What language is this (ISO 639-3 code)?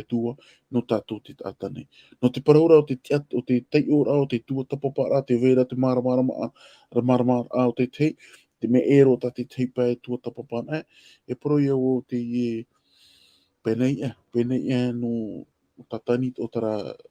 tah